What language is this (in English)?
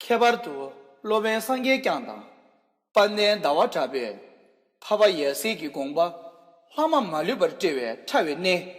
Tibetan